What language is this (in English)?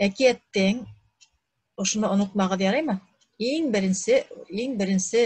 Bashkir